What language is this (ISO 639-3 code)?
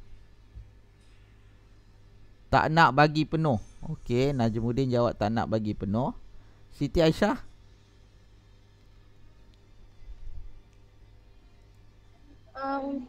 msa